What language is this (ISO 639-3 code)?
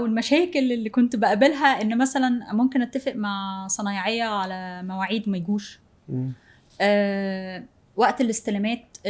arz